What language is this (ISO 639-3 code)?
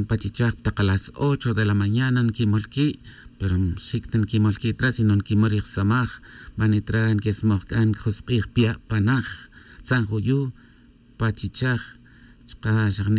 tzj